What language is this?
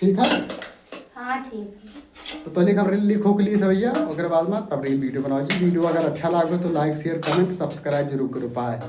Awadhi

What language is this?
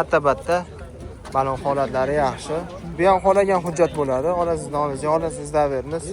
Uzbek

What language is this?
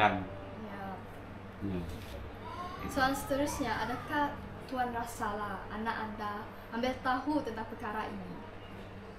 Malay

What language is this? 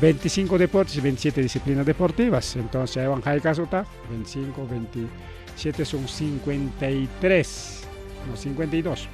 Ayacucho Quechua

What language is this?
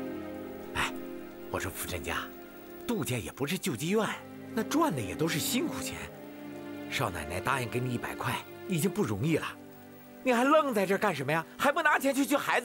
Chinese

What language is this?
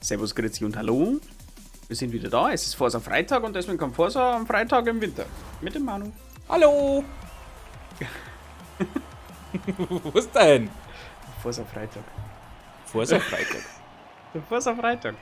Bavarian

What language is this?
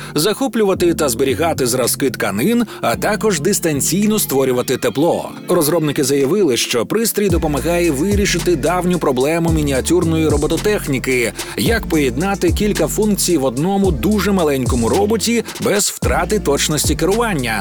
Ukrainian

